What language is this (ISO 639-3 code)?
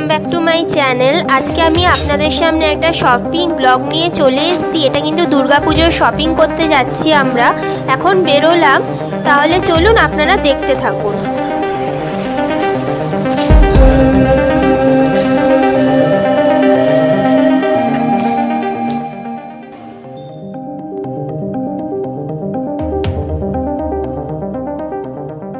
ben